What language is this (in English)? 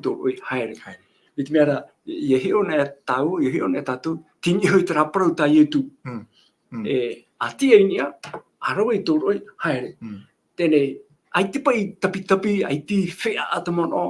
Tahitian